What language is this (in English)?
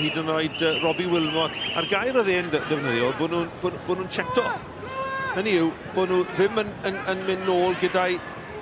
Welsh